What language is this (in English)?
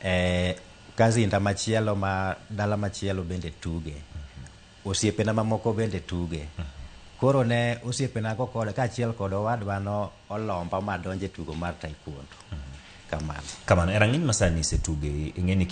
Luo (Kenya and Tanzania)